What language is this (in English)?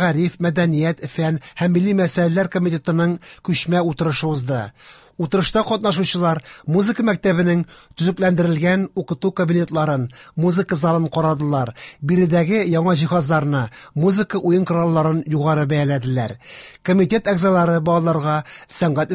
Tatar